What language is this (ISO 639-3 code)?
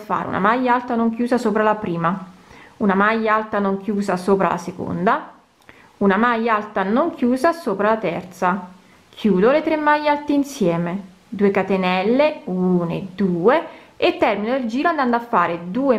ita